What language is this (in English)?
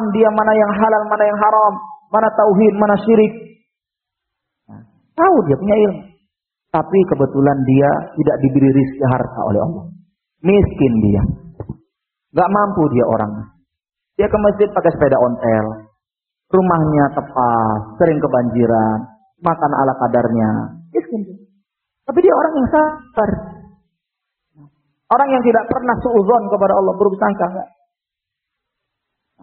Indonesian